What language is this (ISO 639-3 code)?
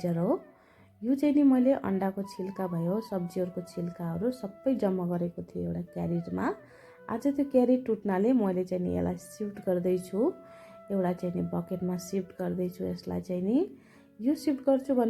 nep